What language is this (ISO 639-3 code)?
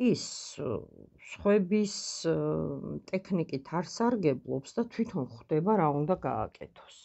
kat